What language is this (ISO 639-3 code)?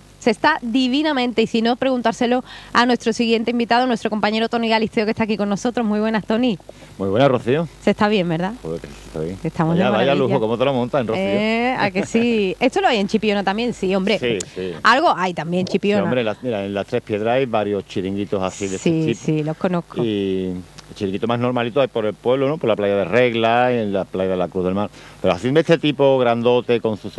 spa